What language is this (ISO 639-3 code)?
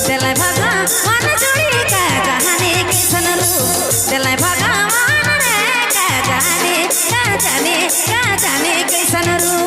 sck